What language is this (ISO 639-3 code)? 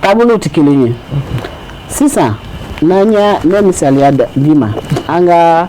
bam